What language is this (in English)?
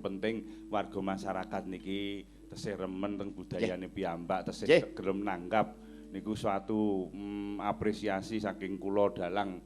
Javanese